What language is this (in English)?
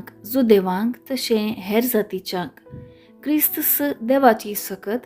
Konkani